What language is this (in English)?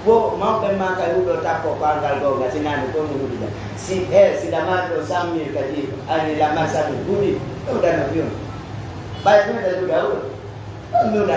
Pular